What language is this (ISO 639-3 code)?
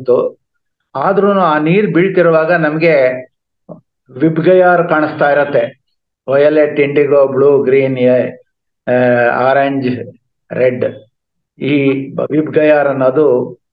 kan